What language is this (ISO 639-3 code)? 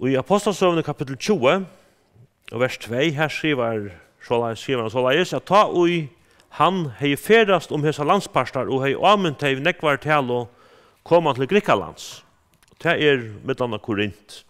fao